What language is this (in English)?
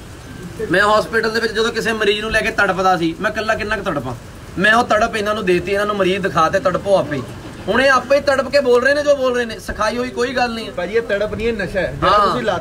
Punjabi